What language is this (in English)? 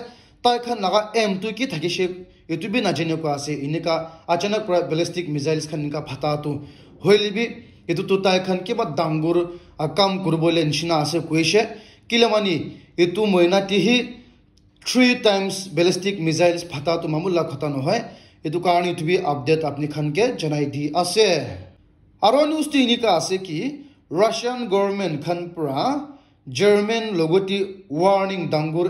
Naga Pidgin